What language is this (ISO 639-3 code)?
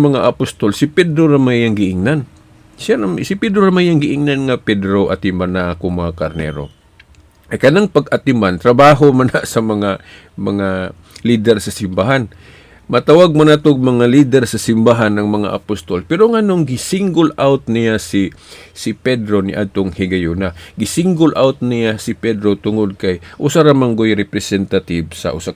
ceb